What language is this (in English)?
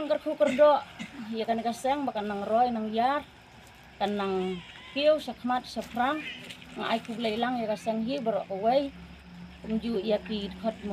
Khasi